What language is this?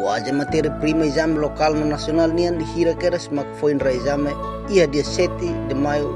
Tetum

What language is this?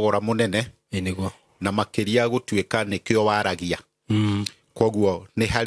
Kikuyu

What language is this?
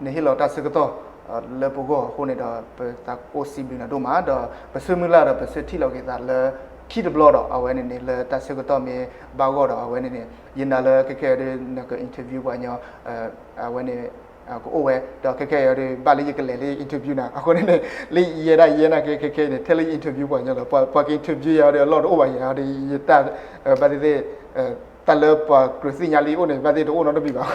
S'gaw Karen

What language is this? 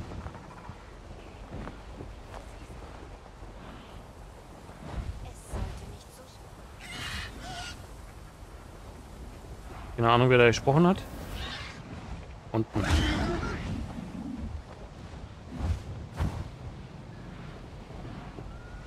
German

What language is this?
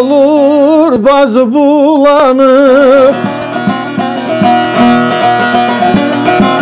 Turkish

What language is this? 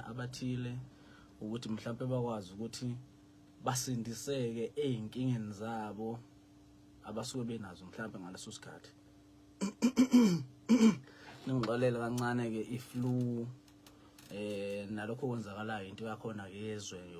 Zulu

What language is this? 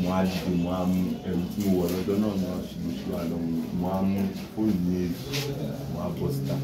Yoruba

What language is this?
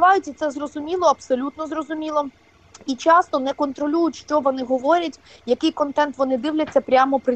Ukrainian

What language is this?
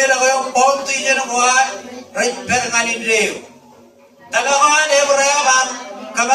Marshallese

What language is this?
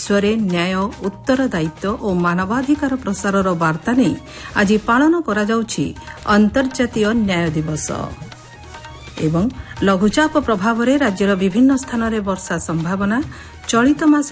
Odia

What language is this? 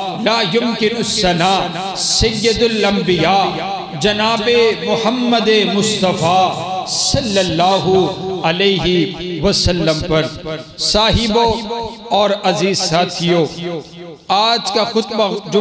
Urdu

